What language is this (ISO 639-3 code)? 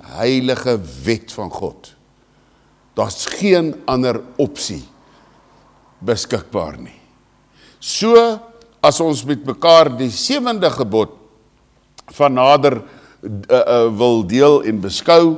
afr